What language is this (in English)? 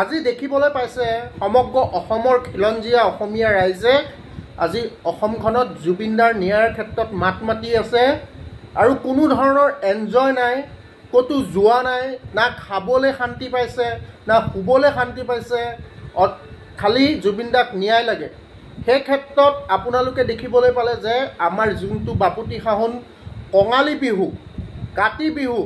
Assamese